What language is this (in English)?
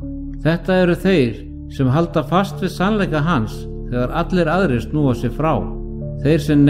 Icelandic